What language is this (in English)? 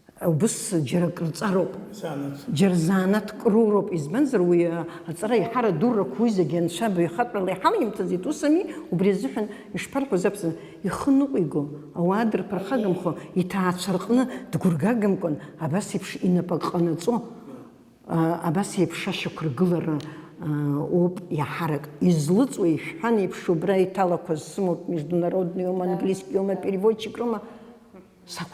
Abkhazian